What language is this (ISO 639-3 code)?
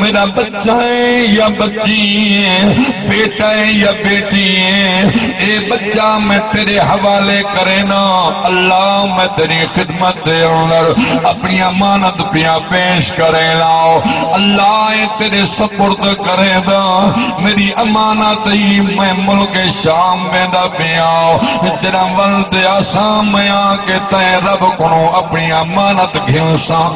skr